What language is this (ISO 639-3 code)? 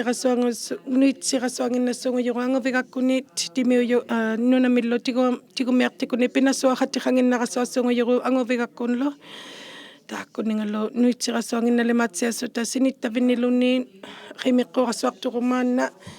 iku